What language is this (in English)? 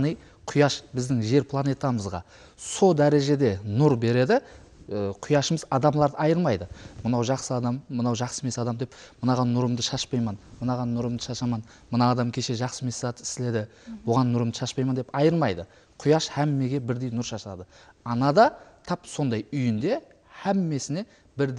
Kara-Kalpak